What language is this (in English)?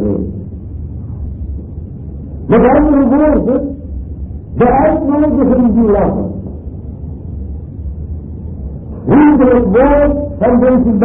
Dutch